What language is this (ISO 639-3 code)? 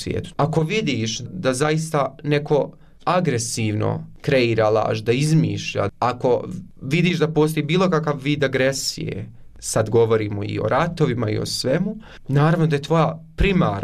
bos